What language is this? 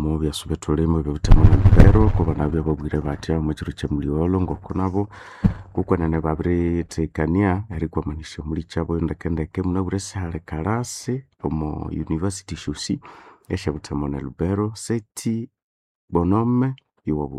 Nande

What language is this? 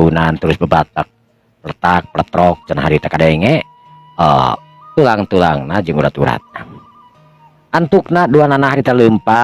Sundanese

